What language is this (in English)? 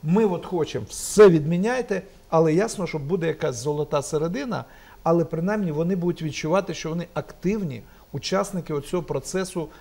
Ukrainian